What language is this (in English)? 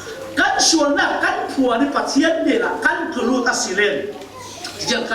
Falam Chin